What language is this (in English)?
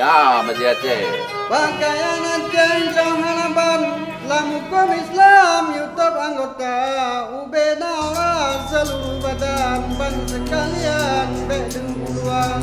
Achinese